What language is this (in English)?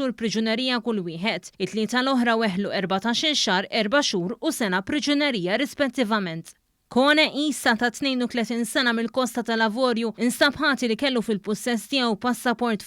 Maltese